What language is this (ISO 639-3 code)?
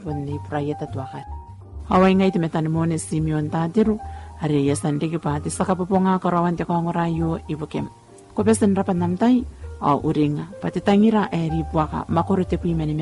gil